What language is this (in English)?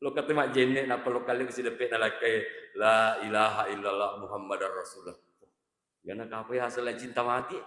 Buginese